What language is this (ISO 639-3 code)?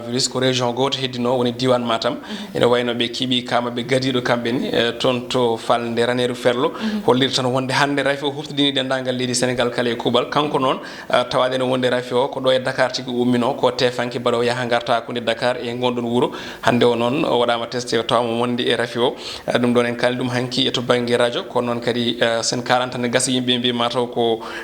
ful